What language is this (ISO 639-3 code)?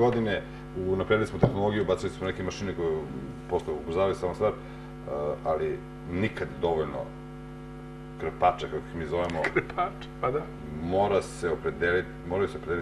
srp